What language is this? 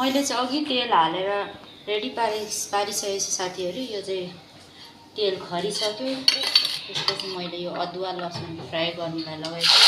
Nepali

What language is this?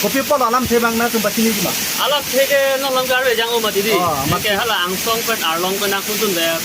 Karbi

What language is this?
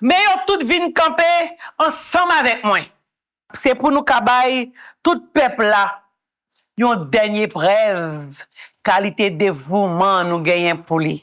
Haitian Creole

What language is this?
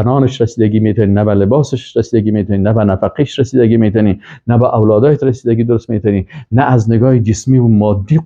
Persian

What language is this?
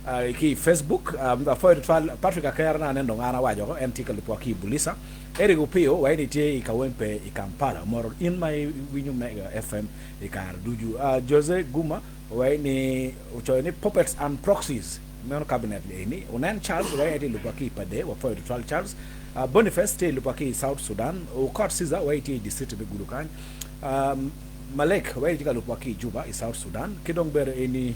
Acoli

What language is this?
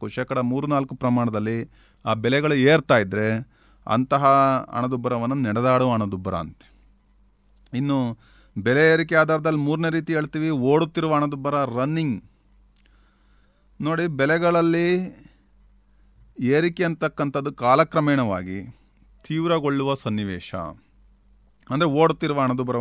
Kannada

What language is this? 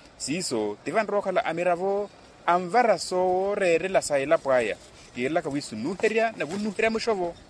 Makhuwa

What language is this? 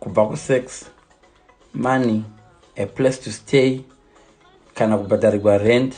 Shona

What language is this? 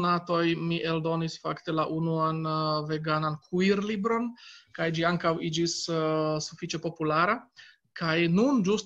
Esperanto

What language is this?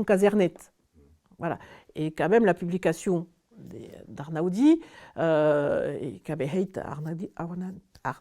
Occitan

